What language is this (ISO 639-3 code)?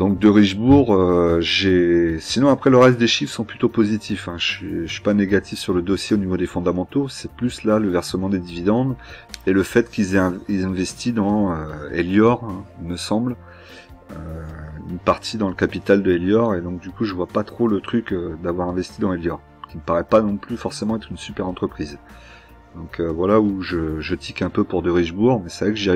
fra